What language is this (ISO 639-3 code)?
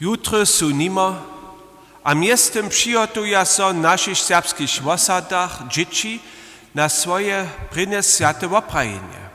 hsb